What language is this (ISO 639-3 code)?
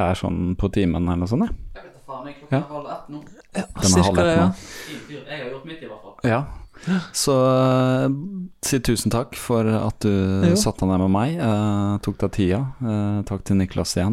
nor